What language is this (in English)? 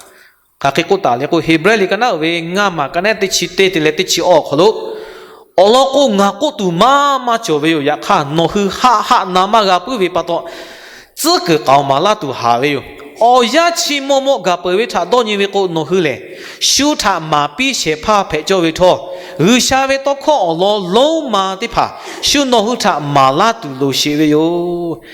Lahu